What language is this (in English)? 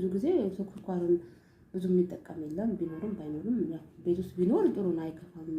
Amharic